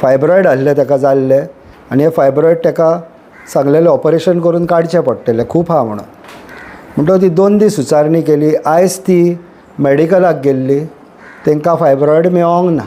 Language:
Konkani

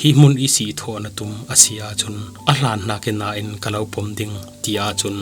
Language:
Falam Chin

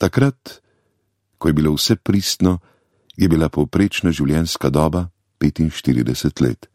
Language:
Slovenian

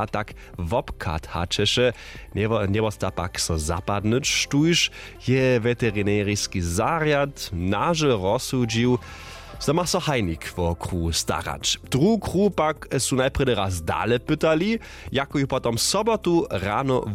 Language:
Upper Sorbian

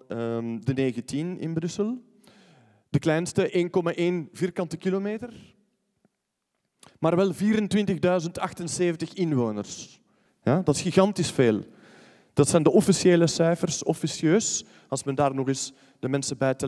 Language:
Dutch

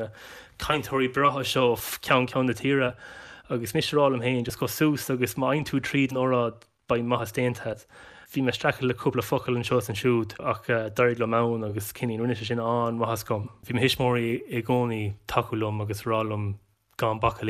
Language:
Irish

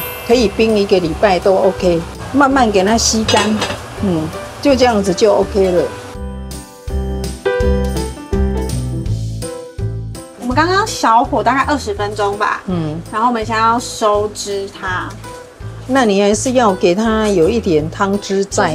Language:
Chinese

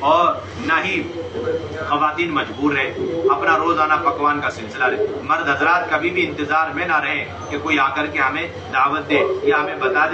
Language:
Urdu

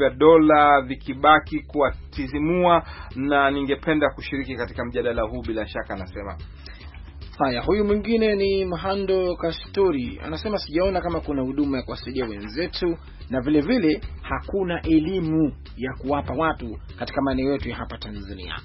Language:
Swahili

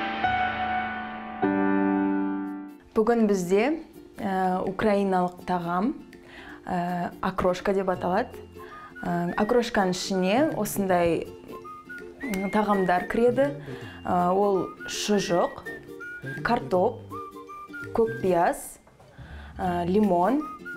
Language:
Kazakh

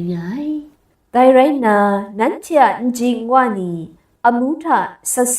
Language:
Kachin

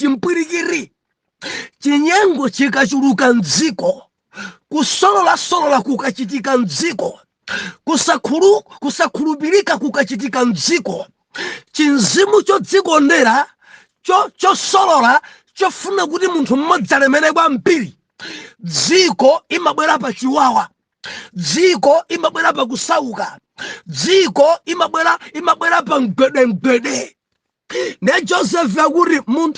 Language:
Nyanja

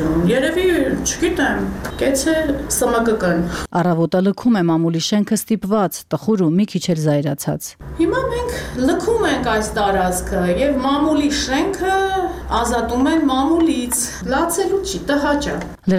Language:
Armenian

